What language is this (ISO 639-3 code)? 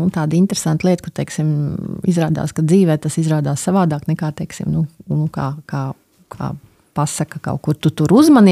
lav